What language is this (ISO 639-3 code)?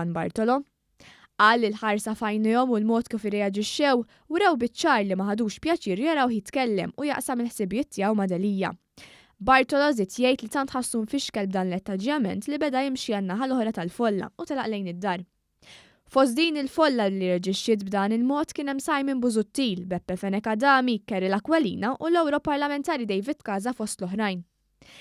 mlt